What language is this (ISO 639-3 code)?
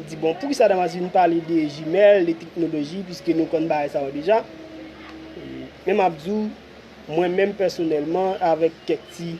hat